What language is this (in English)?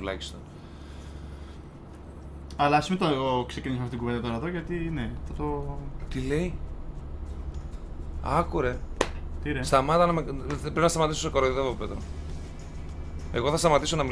Greek